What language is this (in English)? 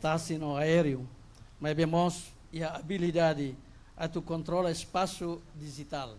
Tetum